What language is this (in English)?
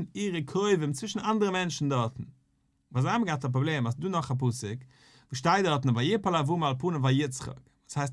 Yiddish